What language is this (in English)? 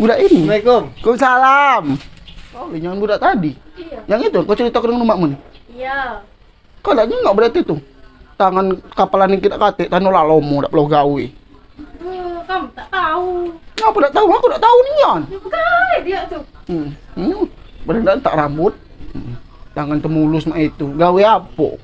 Musi